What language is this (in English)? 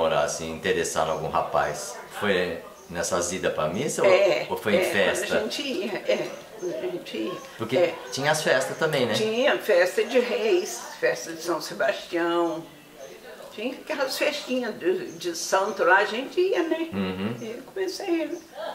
Portuguese